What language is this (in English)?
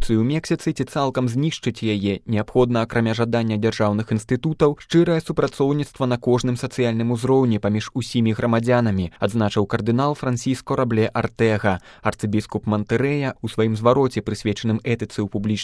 Belarusian